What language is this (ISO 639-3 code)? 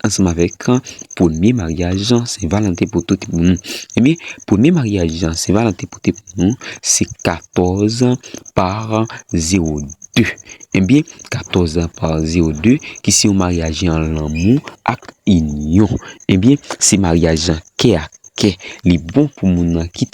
hat